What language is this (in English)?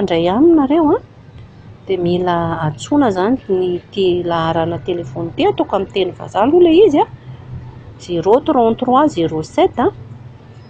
Malagasy